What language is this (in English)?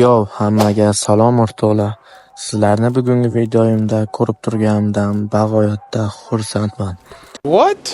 Uzbek